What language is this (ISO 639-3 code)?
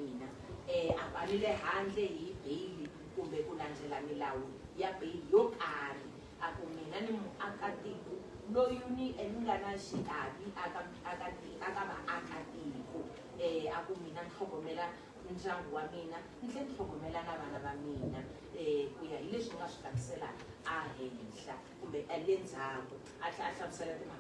tso